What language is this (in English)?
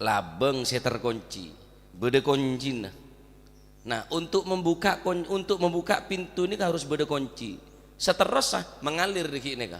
Madurese